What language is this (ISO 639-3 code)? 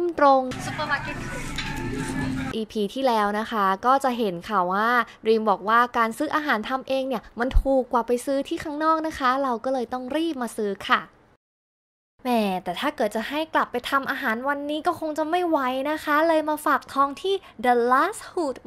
tha